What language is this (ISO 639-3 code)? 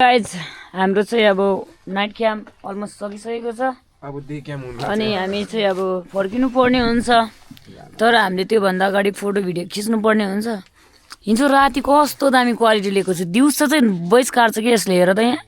nep